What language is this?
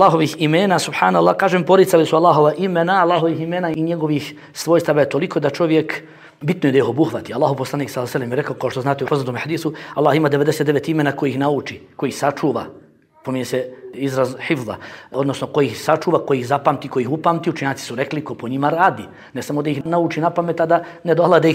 Bosnian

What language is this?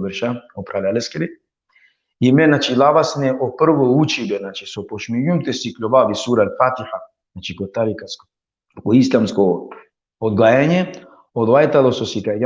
Balkan Romani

